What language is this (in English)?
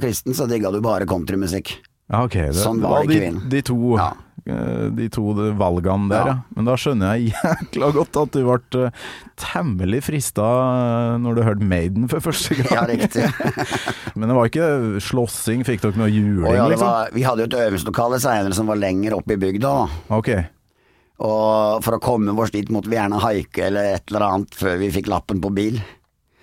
Norwegian